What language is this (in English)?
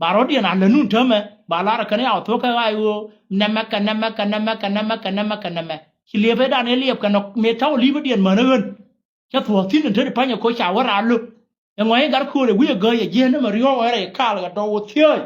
Nuer